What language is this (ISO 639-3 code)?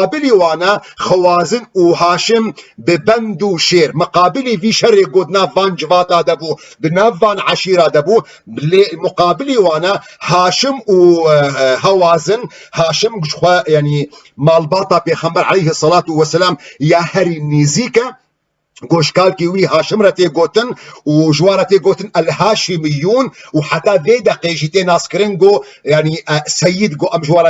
kur